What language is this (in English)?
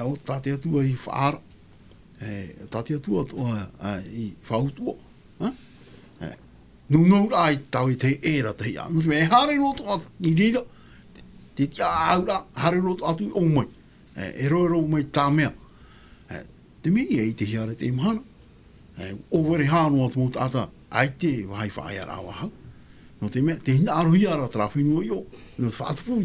Tahitian